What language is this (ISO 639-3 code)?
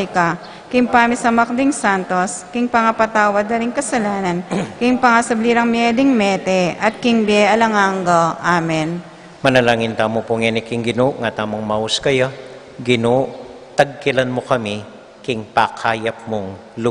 pam